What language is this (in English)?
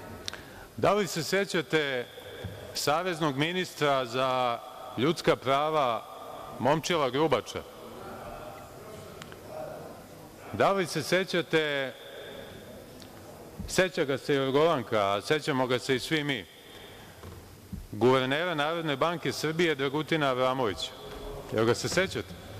Serbian